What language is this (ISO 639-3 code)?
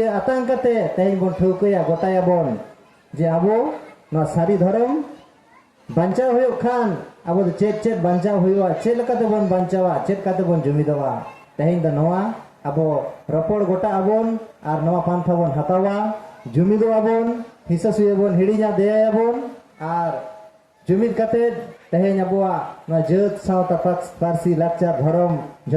sat